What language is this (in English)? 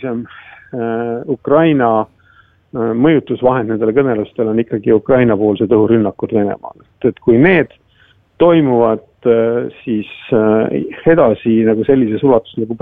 Estonian